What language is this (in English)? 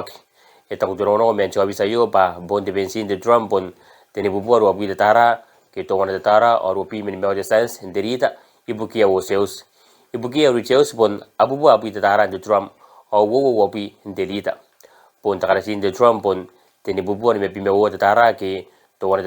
Gilbertese